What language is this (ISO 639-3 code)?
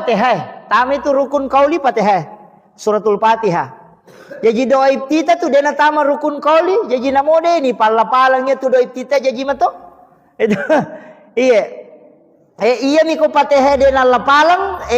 bug